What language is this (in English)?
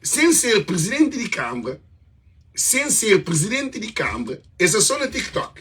Kabuverdianu